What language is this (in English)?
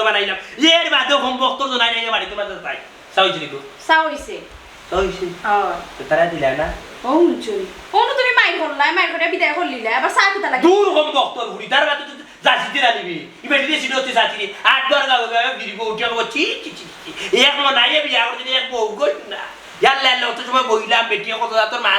Sylheti